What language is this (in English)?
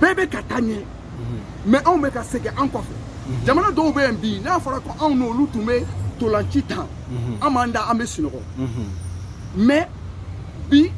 Bambara